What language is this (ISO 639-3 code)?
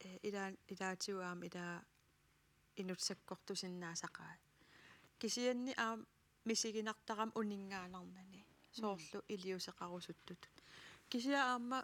kal